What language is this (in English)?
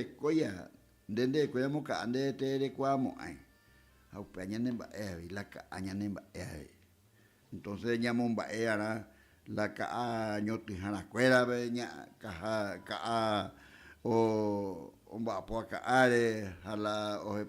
Guarani